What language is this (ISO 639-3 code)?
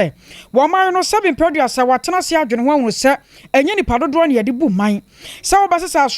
aka